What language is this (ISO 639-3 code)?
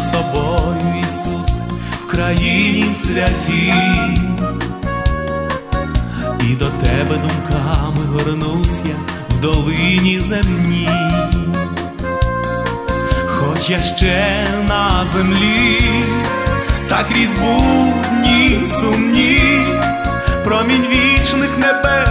ukr